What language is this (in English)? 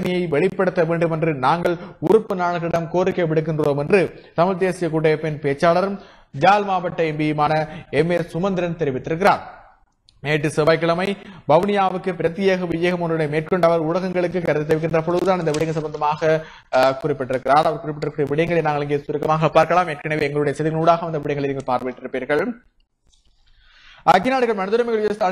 Tamil